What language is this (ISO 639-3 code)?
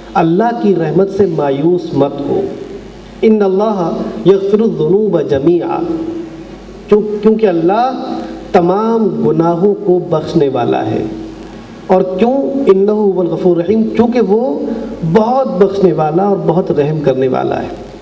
urd